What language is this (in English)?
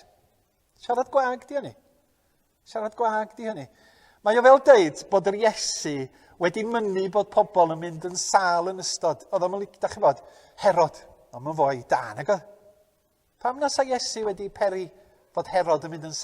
Welsh